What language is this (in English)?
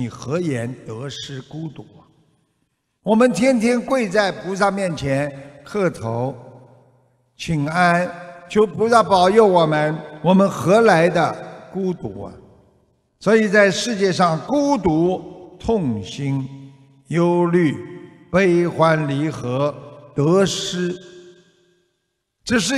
Chinese